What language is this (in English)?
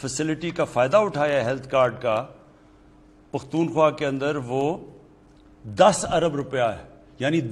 Urdu